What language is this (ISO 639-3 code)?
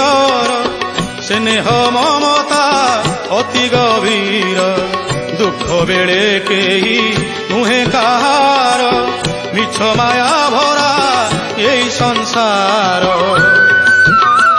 ori